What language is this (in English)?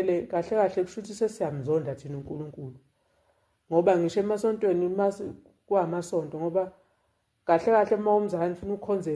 Zulu